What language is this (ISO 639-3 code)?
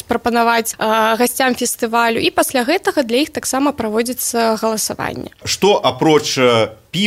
bel